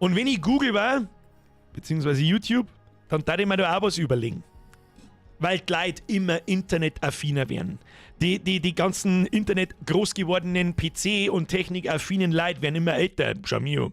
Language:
Bavarian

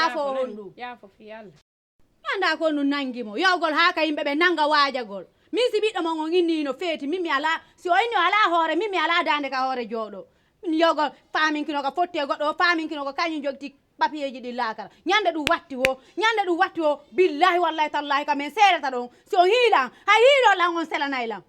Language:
Fula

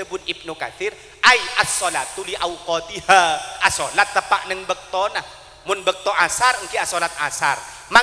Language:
Madurese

